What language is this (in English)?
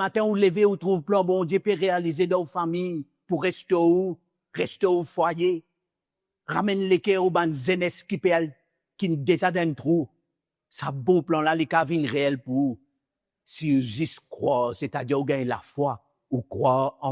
Morisyen